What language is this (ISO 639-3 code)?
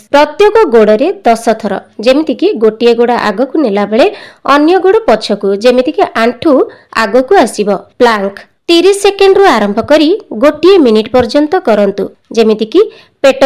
ori